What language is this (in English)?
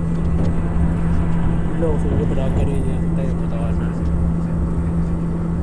Filipino